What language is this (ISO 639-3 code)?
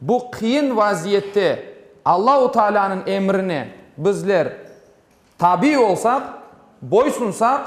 crh